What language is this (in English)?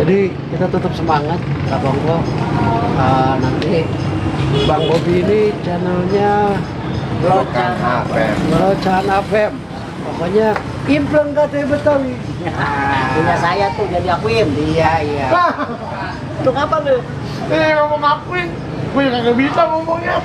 Betawi